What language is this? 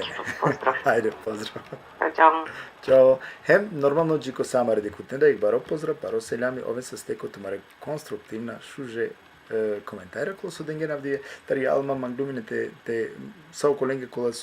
Balkan Romani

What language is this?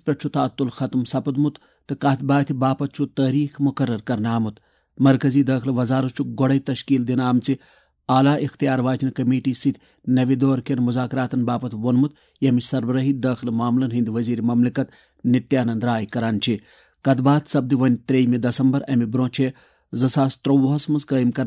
Kashmiri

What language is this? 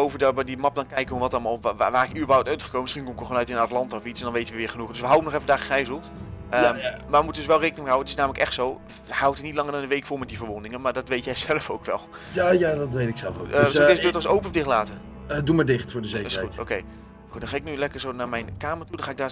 Dutch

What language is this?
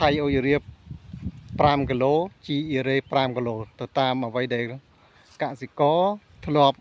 Khmer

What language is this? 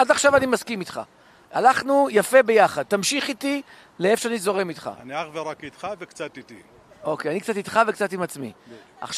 Hebrew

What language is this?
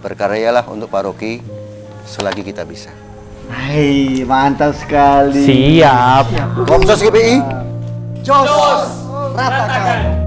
Manado Malay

